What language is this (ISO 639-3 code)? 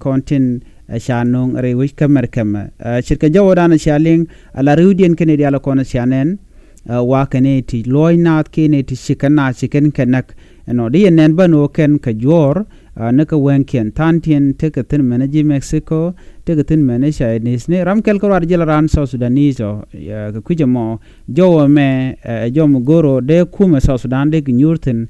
nus